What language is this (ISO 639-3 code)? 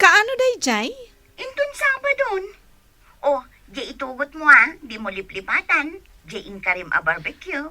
ilo